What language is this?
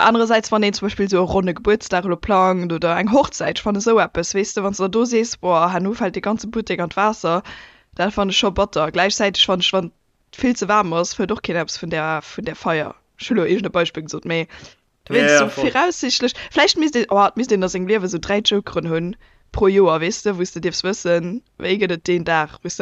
Luxembourgish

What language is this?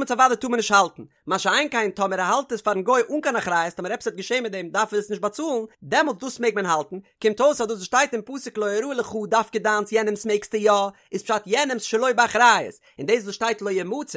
Yiddish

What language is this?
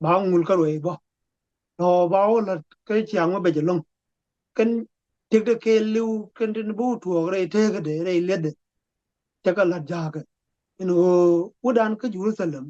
Nuer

